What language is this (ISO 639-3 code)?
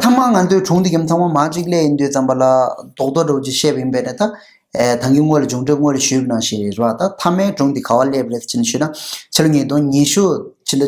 bod